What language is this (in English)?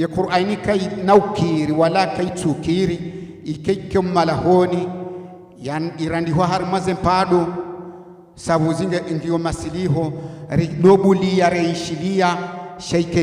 Ngazidja Comorian